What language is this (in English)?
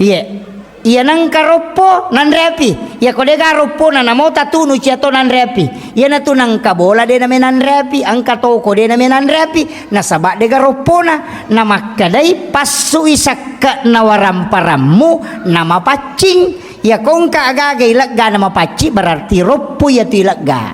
Buginese